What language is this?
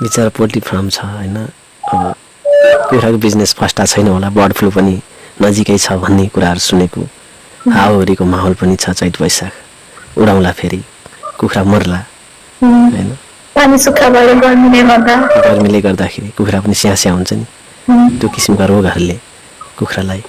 Nepali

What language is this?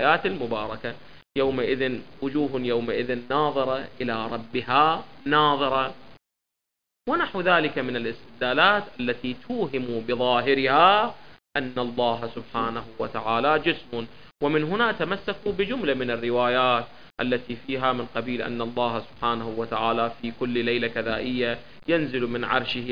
Arabic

